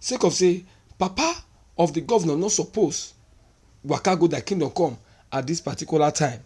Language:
Nigerian Pidgin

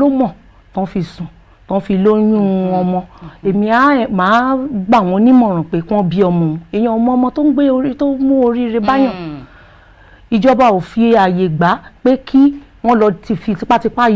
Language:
Yoruba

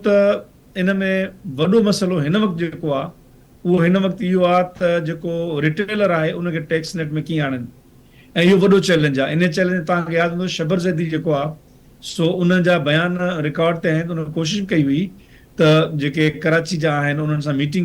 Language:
Sindhi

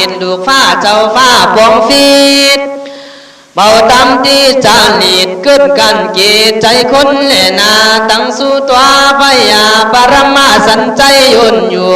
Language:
Khün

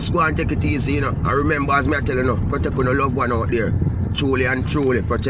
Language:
Jamaican Creole English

